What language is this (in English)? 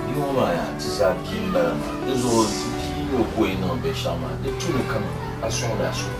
Dagbani